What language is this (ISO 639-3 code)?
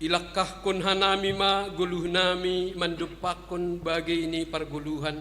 bts